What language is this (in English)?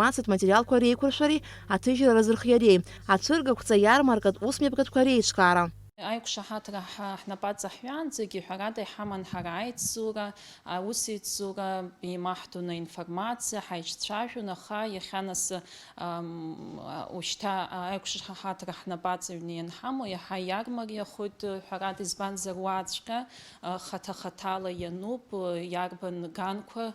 Abkhazian